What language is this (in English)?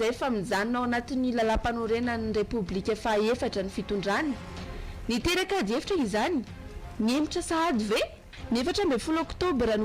Malagasy